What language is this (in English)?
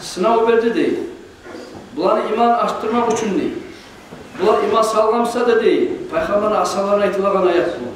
Kumyk